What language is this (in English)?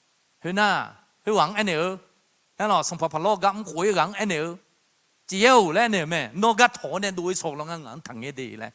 Akha